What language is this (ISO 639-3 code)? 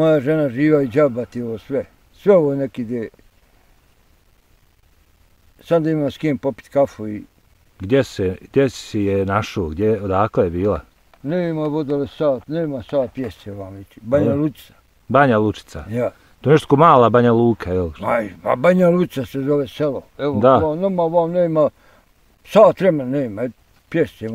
bos